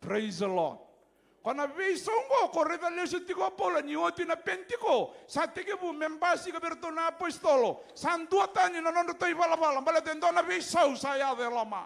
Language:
Fijian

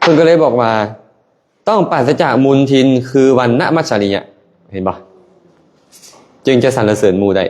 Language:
Lao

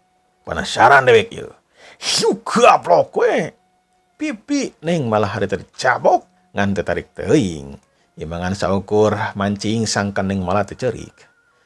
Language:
Sundanese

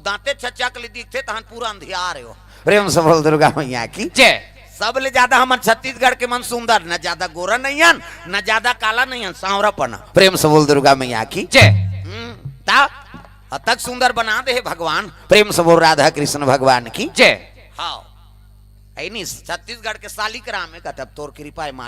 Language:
Chhattisgarhi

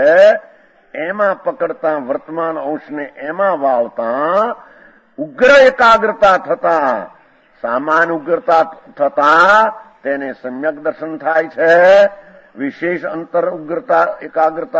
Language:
Gujarati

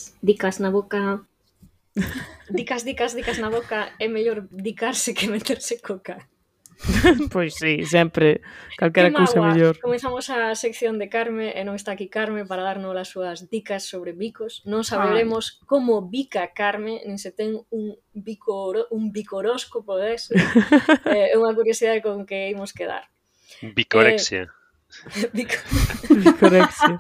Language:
Galician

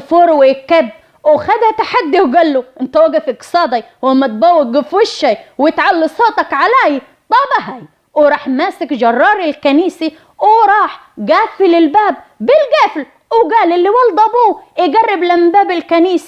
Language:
Egyptian Arabic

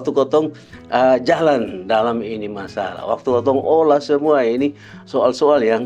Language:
Kupang Malay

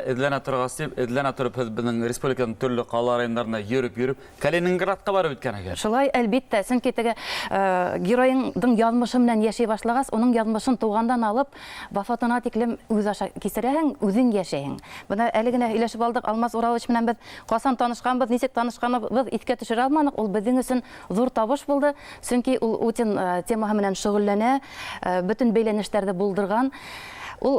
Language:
Bashkir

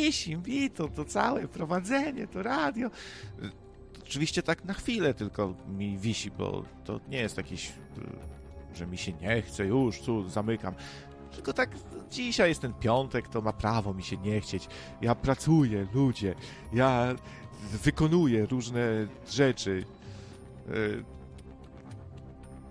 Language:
Polish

